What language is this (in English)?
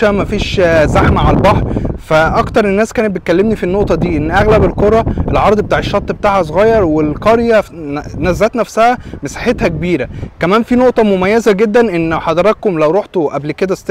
Egyptian Arabic